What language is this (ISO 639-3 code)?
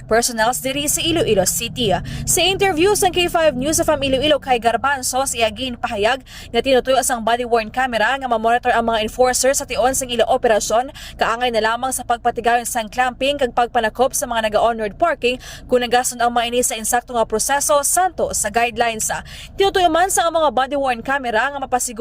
hil